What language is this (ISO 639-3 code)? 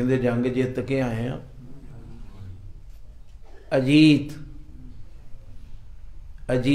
pan